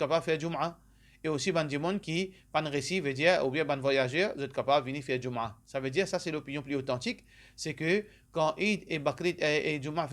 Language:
Morisyen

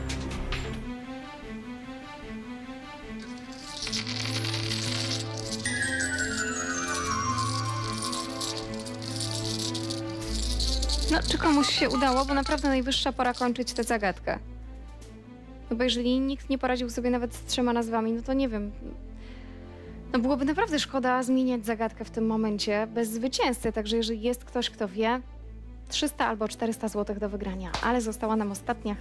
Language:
Polish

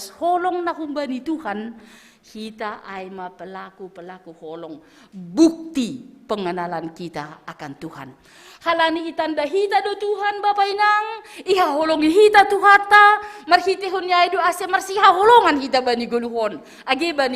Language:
Batak Simalungun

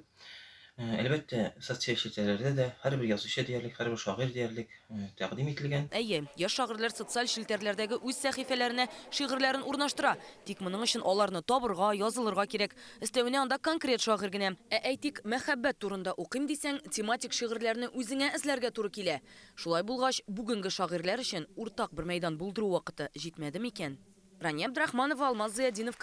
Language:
Tatar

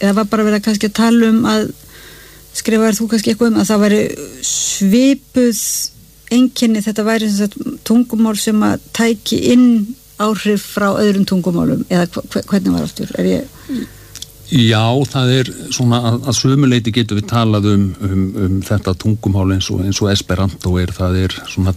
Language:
Icelandic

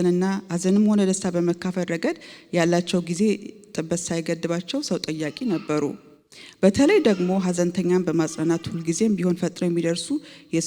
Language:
Amharic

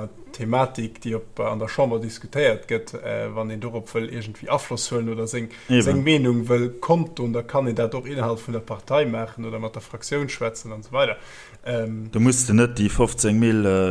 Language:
Luxembourgish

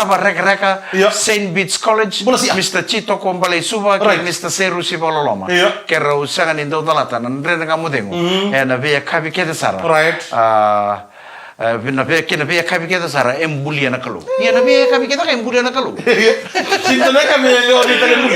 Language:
Fijian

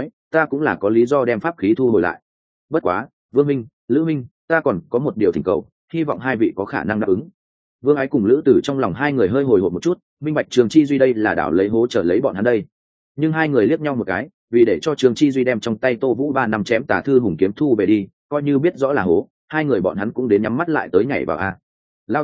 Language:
Vietnamese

